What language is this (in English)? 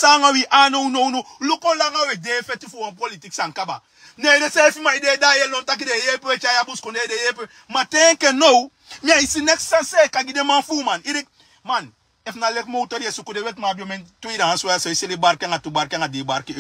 Sranan Tongo